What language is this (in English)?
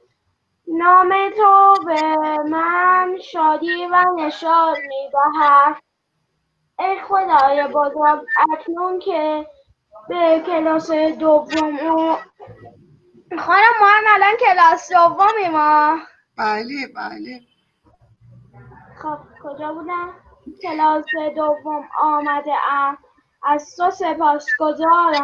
Persian